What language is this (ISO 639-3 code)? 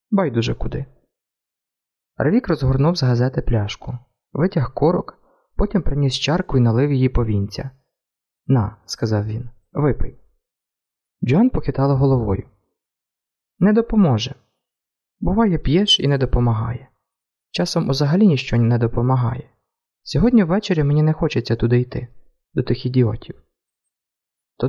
ukr